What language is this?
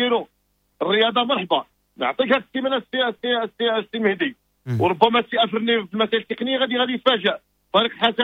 Moroccan Arabic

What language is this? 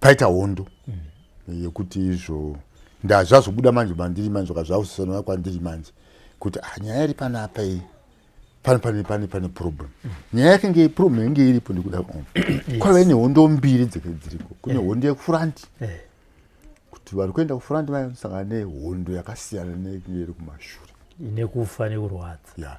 Shona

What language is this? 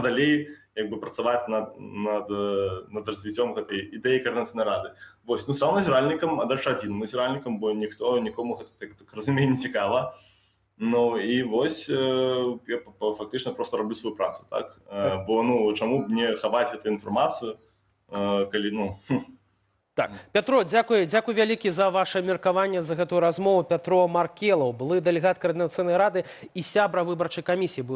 Belarusian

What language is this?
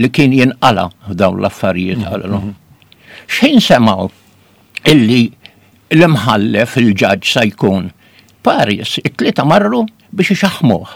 Maltese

